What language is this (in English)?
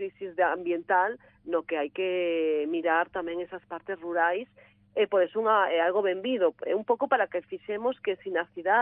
Galician